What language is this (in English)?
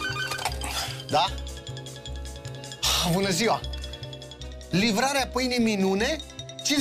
Romanian